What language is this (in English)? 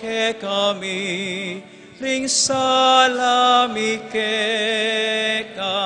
Pampanga